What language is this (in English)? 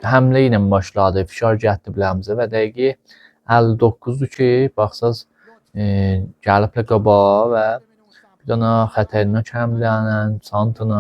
Azerbaijani